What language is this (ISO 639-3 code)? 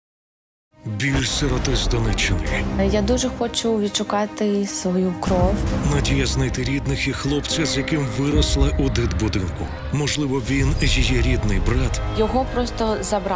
ukr